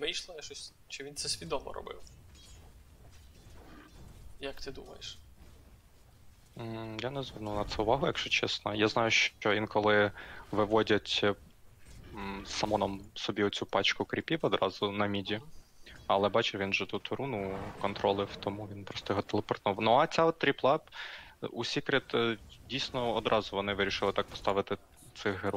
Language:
Ukrainian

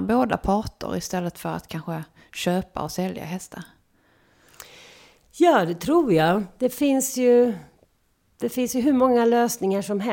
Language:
Swedish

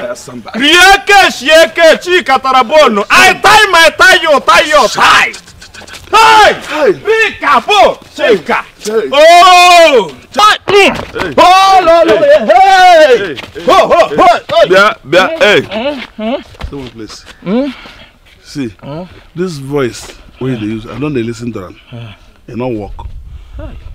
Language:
Nigerian Pidgin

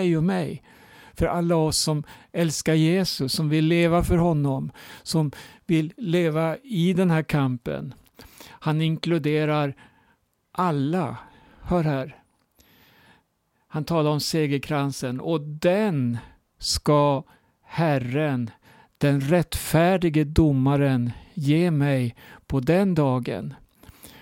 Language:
Swedish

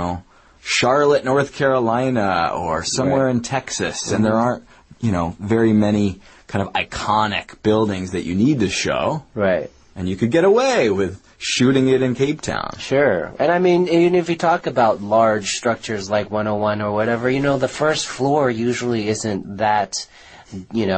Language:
English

